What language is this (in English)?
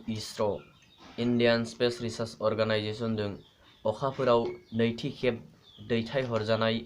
Bodo